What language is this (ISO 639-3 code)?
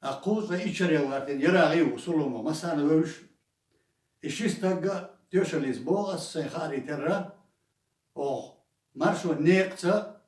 che